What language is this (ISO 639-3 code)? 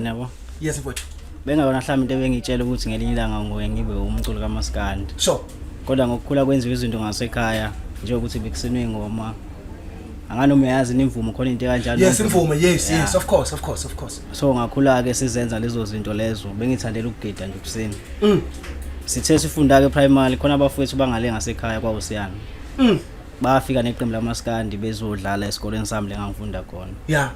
zul